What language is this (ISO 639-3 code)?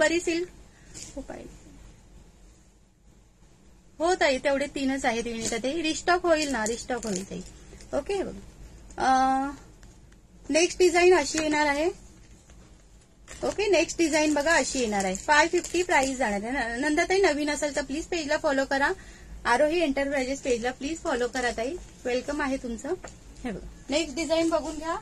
mar